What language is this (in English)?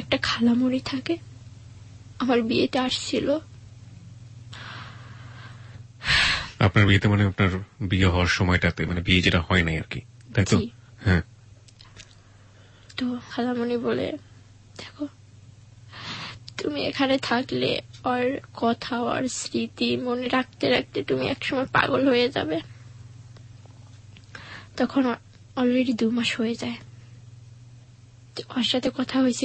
Bangla